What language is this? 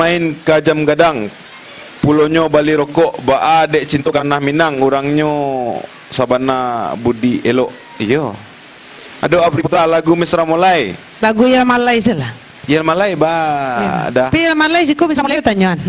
Minangkabau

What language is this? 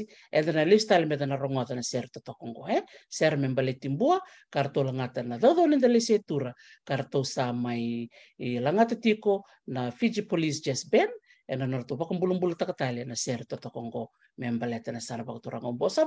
Fijian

